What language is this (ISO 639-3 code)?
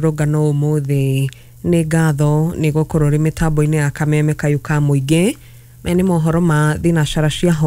kik